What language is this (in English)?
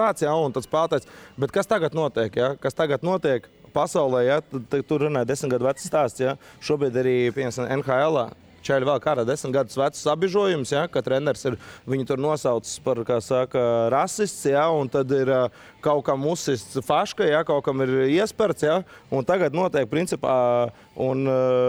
Latvian